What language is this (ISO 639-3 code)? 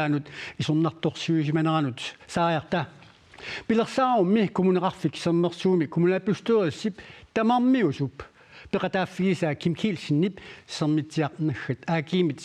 kal